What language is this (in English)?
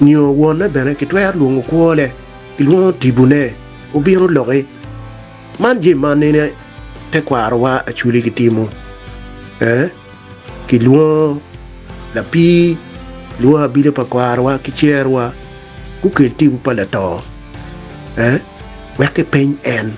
Acoli